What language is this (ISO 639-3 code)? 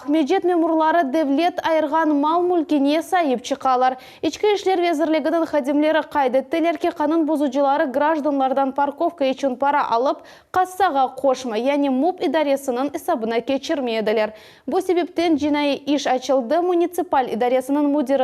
crh